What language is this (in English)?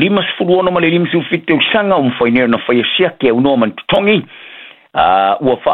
Samoan